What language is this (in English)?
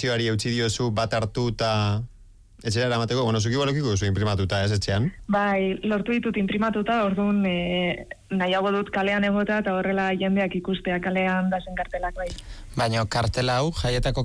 Basque